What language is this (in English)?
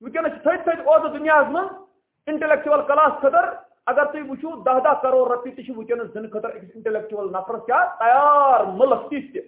Kashmiri